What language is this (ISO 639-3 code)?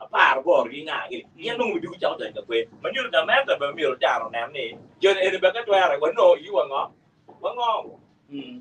ach